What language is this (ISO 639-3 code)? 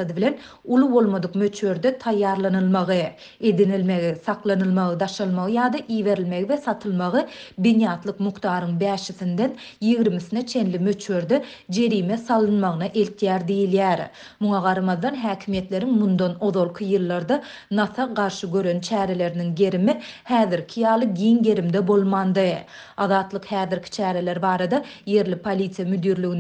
tuk